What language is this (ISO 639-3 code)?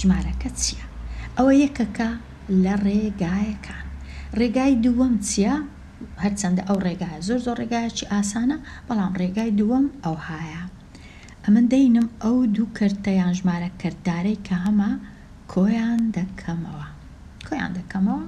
ckb